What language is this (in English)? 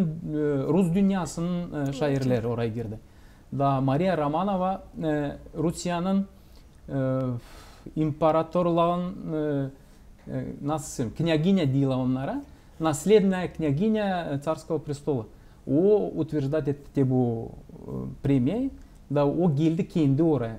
Gagauz